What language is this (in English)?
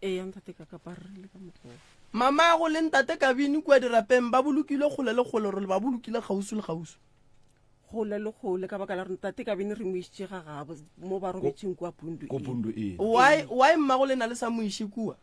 Northern Sotho